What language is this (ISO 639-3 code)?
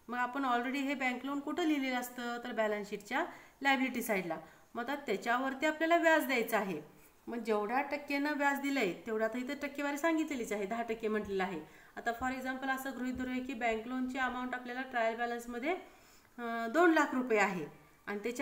mar